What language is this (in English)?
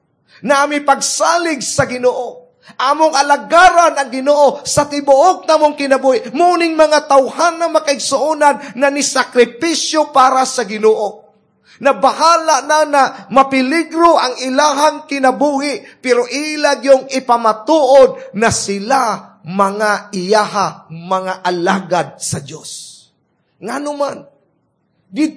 Cebuano